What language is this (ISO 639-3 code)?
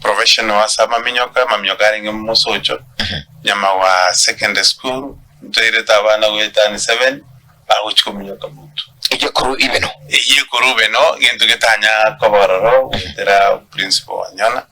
guz